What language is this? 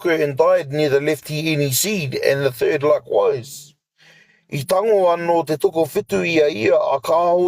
Māori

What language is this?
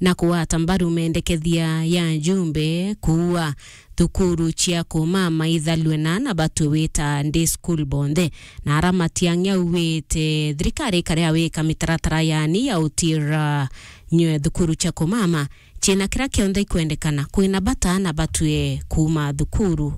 Meru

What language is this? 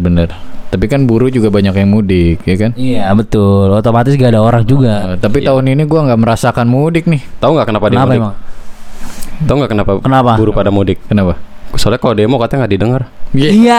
Indonesian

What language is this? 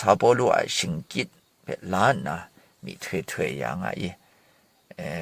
Kachin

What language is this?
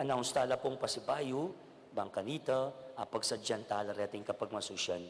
Pampanga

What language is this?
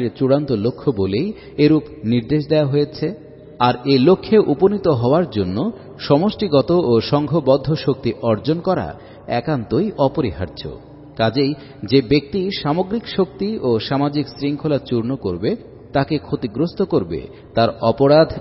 Bangla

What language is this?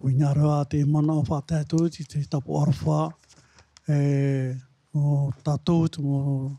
Tahitian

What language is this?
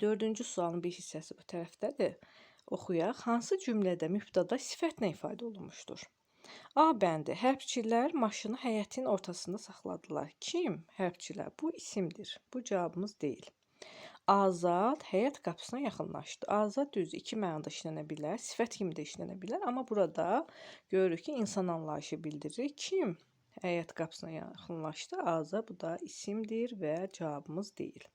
Azerbaijani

